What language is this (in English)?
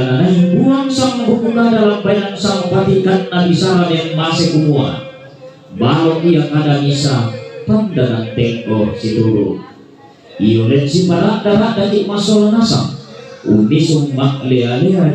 Toraja-Sa'dan